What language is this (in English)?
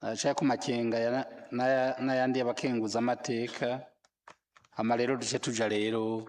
Rundi